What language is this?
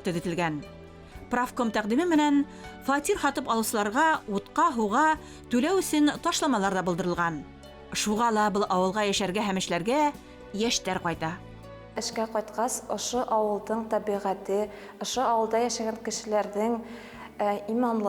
Bashkir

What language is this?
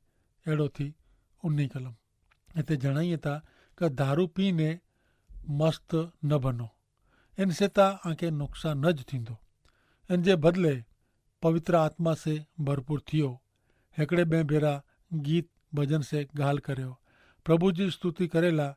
Kachhi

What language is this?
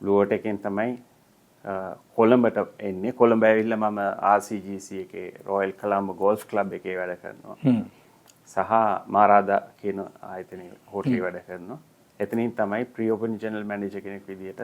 Sinhala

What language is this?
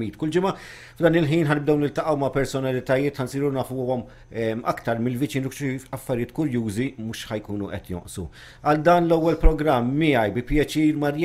Maltese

